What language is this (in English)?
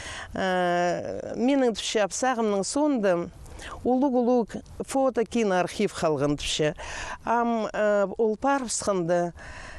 Khakas